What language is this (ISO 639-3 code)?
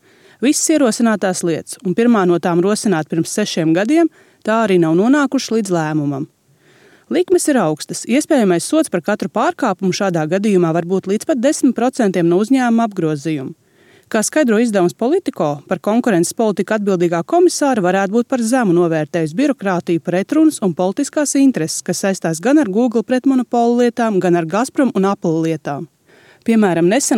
lav